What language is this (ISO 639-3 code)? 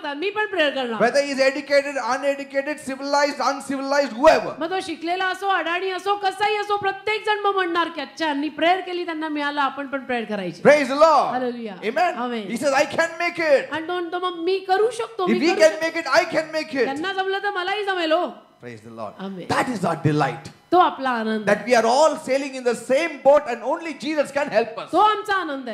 mar